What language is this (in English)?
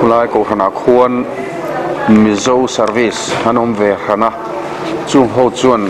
Mizo